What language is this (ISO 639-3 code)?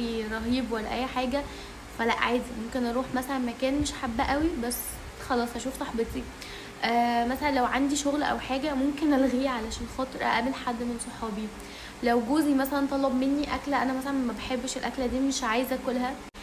arz